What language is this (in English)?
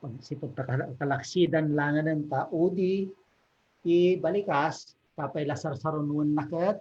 Iloko